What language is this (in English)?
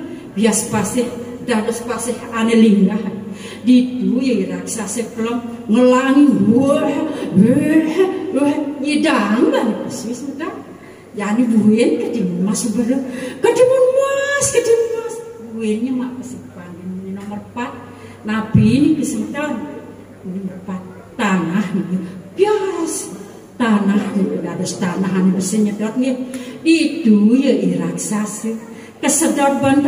Balinese